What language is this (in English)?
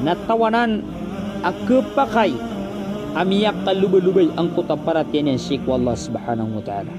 Maranao